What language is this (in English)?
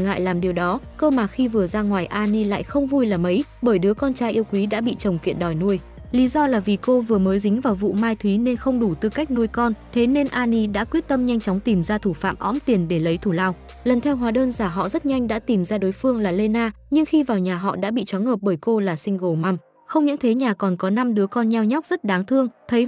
Vietnamese